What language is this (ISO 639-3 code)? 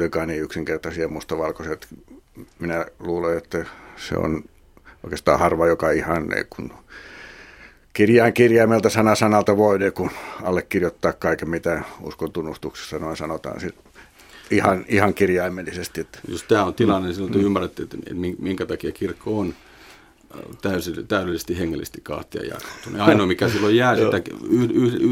fin